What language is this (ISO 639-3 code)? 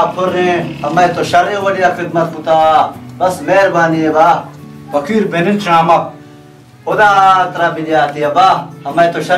bal